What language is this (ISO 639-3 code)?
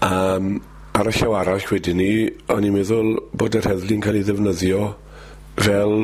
cym